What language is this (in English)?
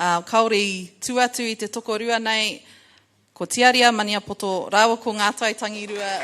Māori